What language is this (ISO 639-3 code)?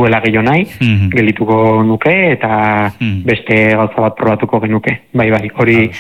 eus